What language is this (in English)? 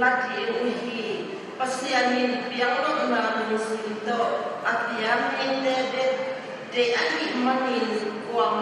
Tedim Chin